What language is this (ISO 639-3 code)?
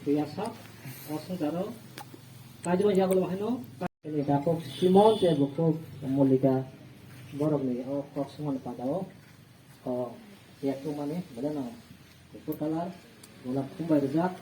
trp